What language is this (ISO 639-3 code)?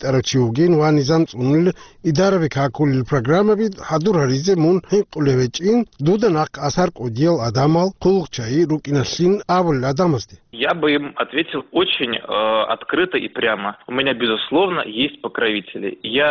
ava